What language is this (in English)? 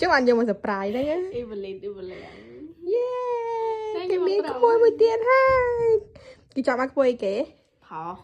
Khmer